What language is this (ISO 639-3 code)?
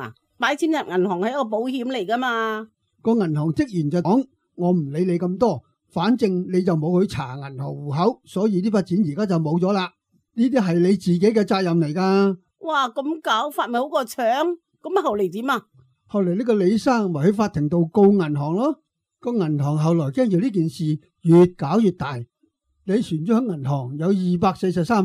yue